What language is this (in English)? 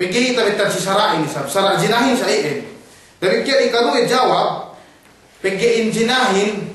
Yakan